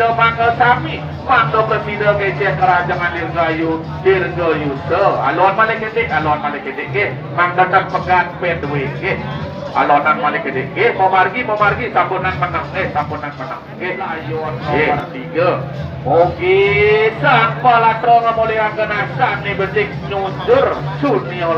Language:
Balinese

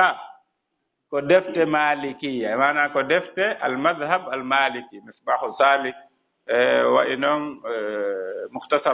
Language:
Fula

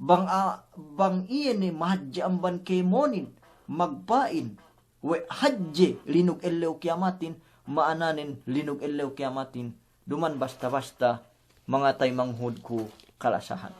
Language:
Yakan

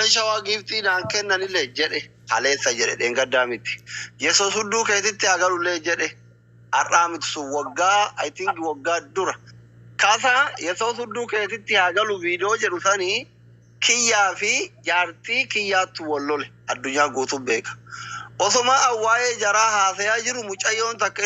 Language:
Oromo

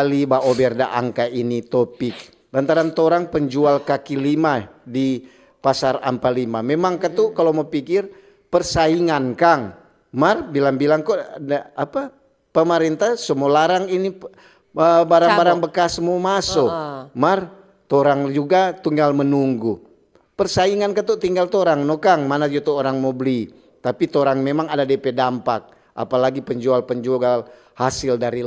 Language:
Manado Malay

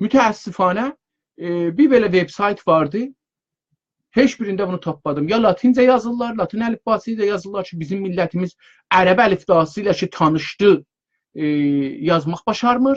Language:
South Azerbaijani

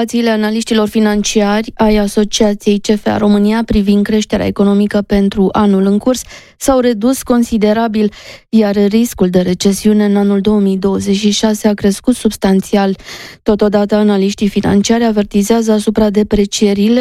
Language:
Romanian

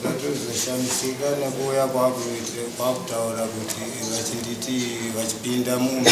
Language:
Shona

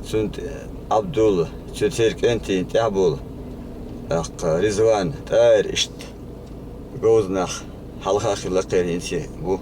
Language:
Chechen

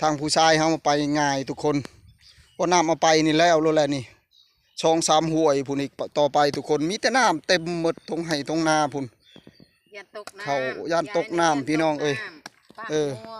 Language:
Northeastern Thai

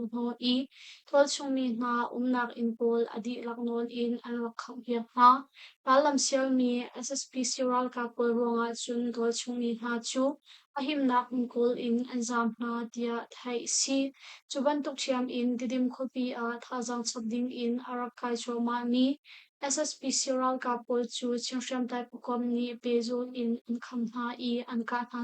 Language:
Hakha Chin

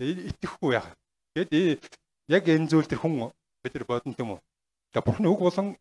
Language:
Mongolian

